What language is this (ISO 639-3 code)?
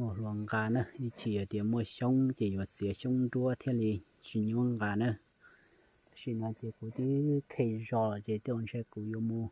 hmn